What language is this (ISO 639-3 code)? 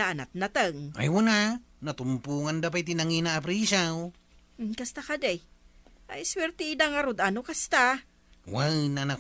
ilo